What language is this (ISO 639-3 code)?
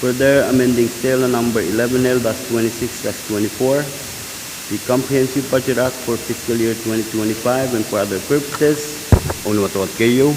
pon